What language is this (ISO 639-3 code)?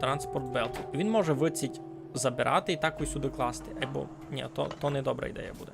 rue